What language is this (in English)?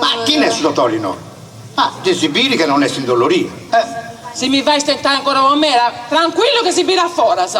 Sardinian